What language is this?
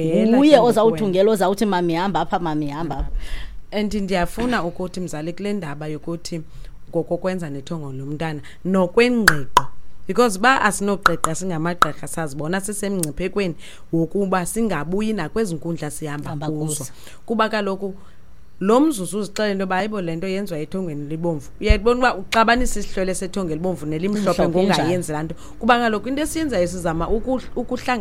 Xhosa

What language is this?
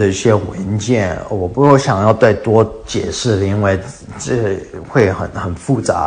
Chinese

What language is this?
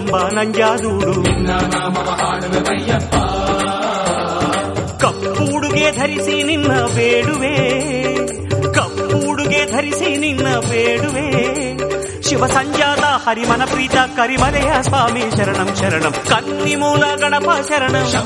Kannada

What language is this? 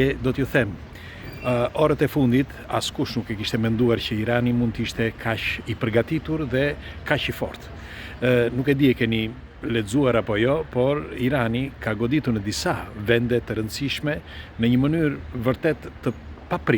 Albanian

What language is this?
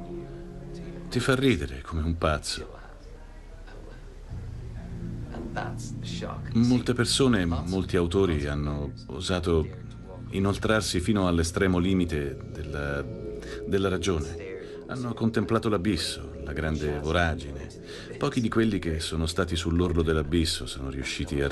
Italian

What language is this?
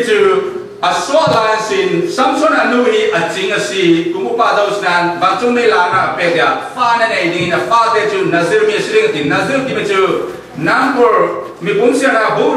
Falam Chin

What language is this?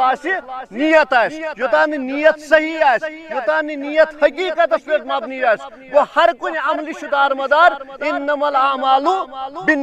Kashmiri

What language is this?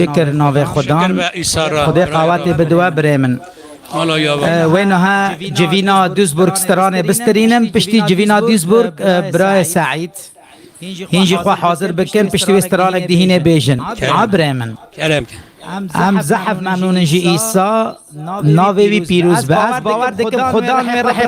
Kurdish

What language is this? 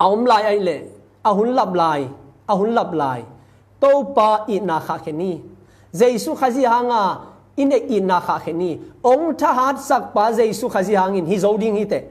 Tedim Chin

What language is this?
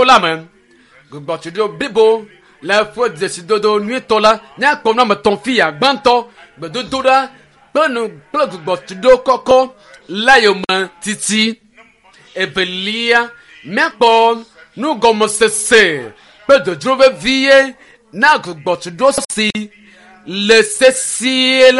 Ewe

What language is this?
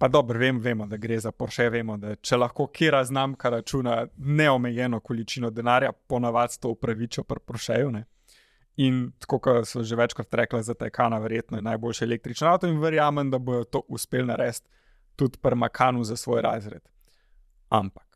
Slovenian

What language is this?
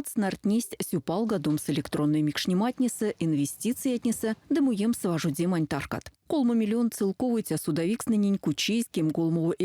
Erzya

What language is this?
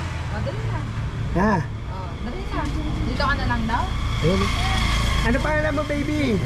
Filipino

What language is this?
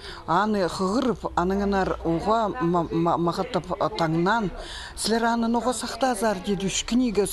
Khakas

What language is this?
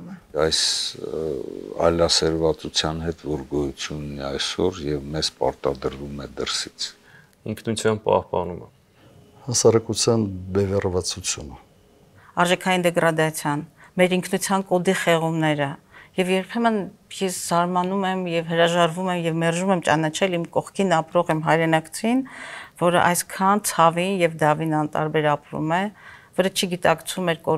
Armenian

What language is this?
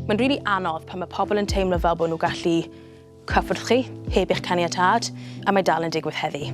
Welsh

